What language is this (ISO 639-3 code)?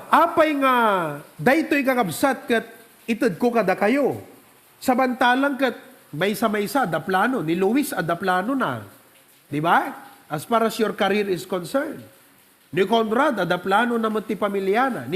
ilo